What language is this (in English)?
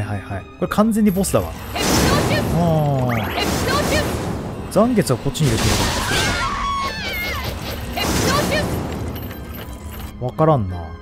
Japanese